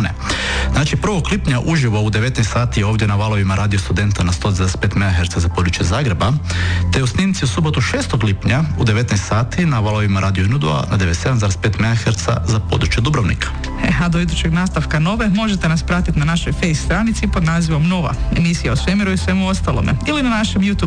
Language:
Croatian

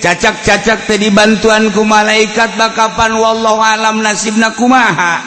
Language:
Sundanese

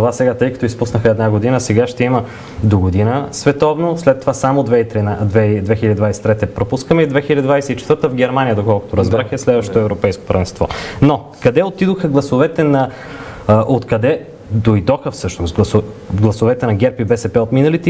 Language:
Bulgarian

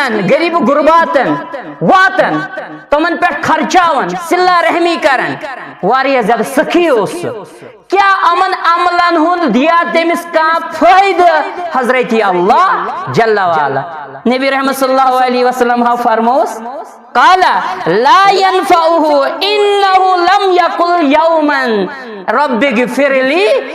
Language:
Kashmiri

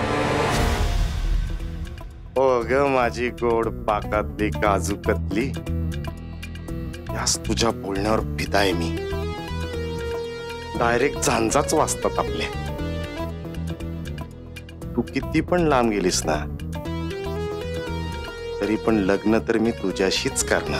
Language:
Marathi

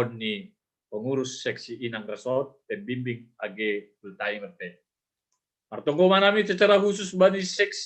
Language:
Batak Simalungun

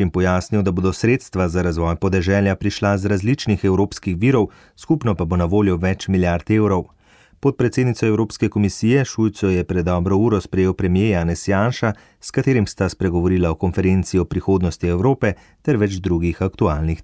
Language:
Slovenian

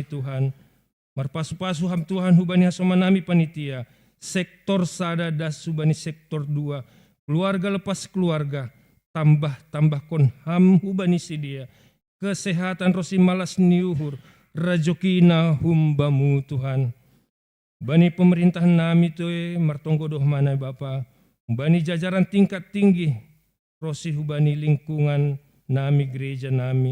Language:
Batak Simalungun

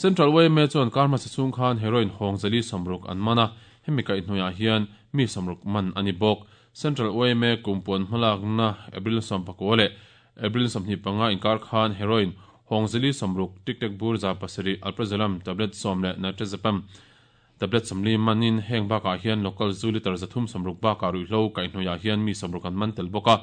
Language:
Mizo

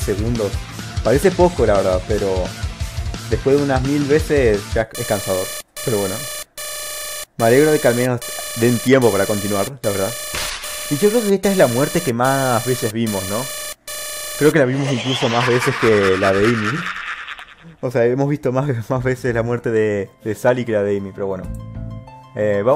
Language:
Spanish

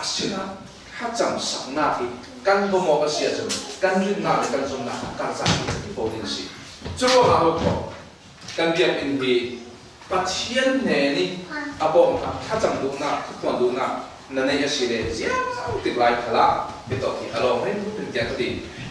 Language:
Falam Chin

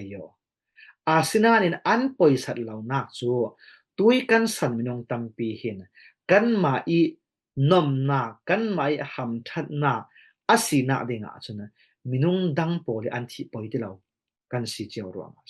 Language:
Falam Chin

